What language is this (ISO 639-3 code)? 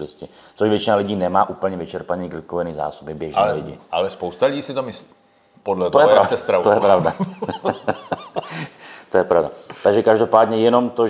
ces